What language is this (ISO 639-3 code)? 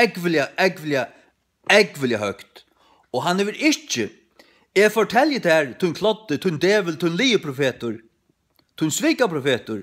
fao